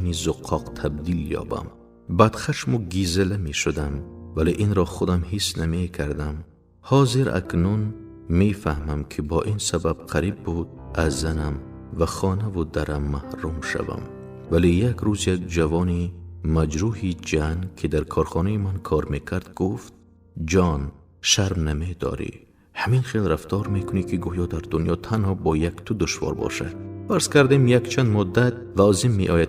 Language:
Tajik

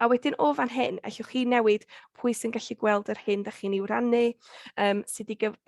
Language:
Welsh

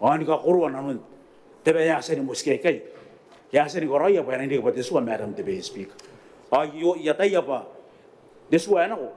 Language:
Gilbertese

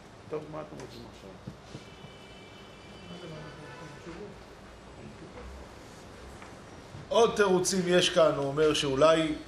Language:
Hebrew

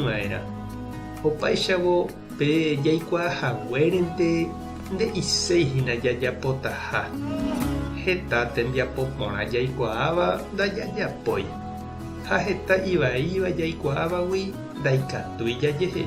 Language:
Guarani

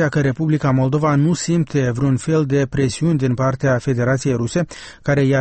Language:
Romanian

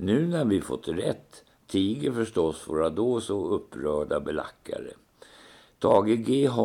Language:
Swedish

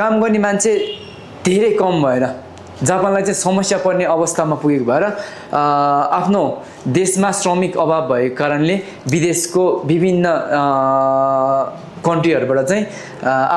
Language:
Nepali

